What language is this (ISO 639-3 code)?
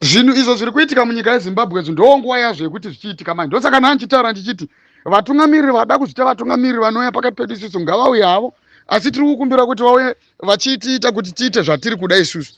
sna